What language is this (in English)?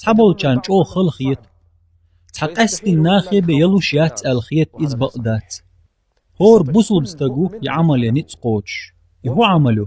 Chechen